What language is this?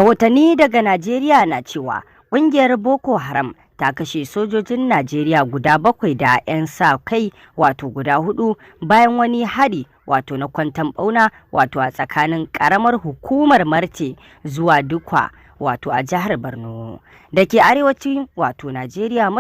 Hausa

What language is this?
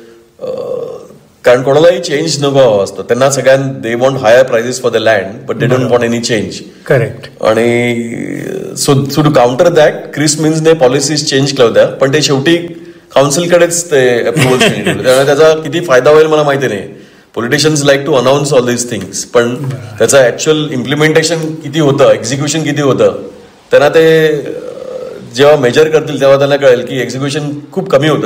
Marathi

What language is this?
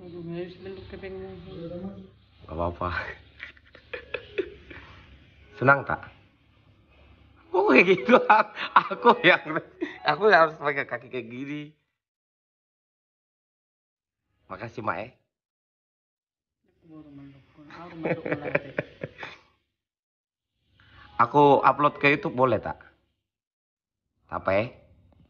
Indonesian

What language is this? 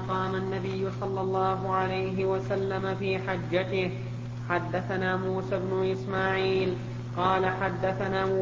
Arabic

